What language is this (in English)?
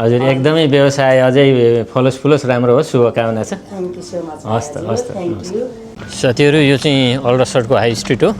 Nepali